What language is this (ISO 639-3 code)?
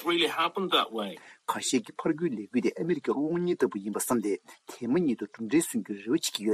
bod